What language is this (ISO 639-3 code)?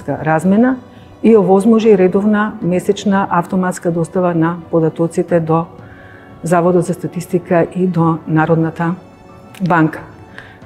mkd